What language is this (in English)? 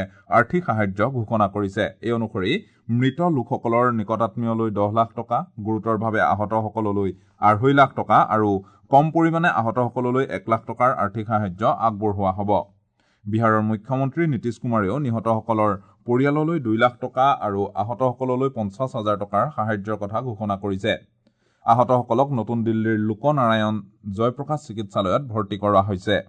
Assamese